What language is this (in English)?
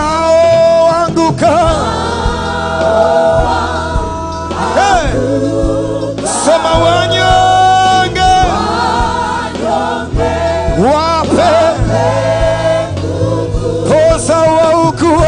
Swahili